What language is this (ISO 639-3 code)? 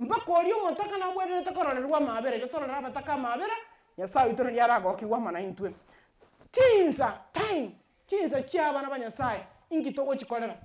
guz